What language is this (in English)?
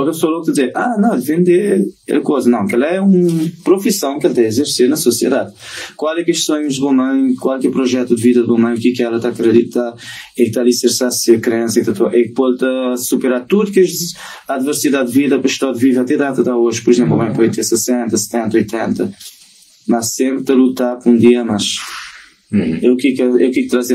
Kabuverdianu